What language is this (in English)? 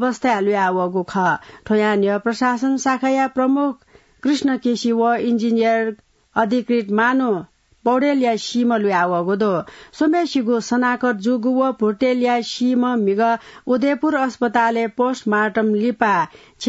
Newari